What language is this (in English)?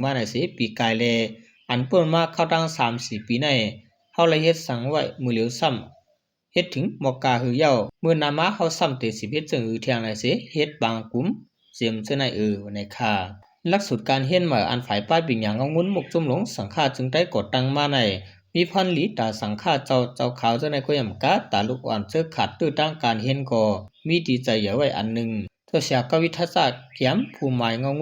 Shan